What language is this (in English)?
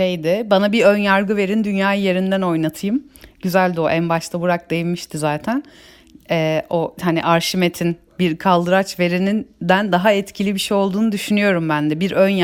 Turkish